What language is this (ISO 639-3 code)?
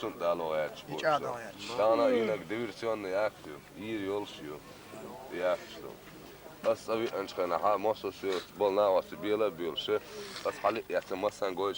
che